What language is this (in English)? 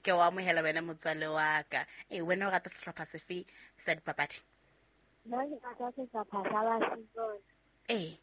Southern Sotho